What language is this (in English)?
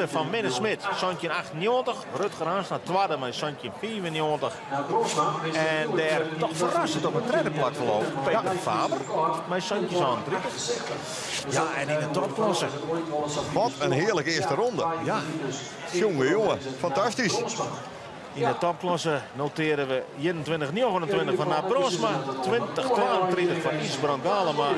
Western Frisian